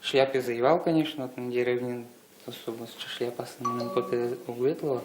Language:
Udmurt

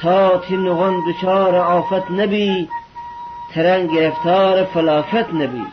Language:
Gilaki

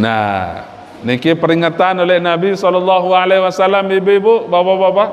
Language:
Sasak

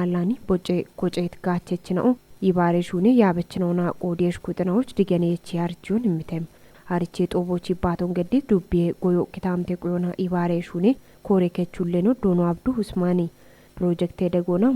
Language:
Kafa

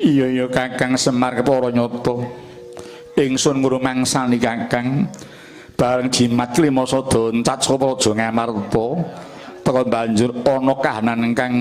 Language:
Javanese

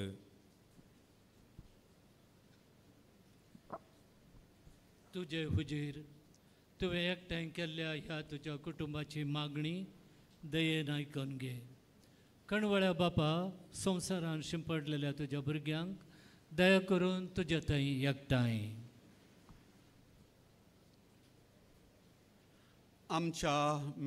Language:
Konkani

